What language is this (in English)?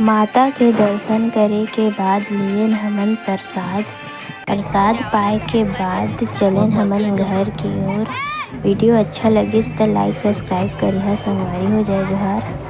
Chhattisgarhi